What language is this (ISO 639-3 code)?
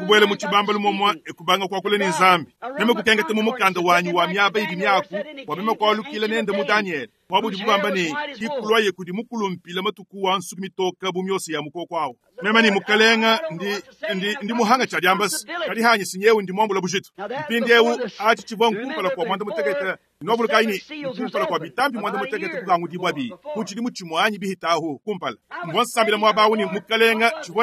lua